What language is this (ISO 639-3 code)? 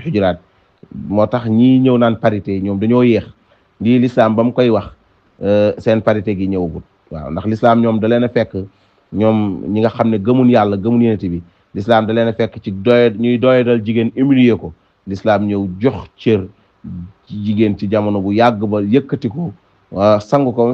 wol